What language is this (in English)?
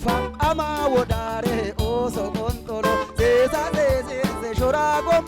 Sidamo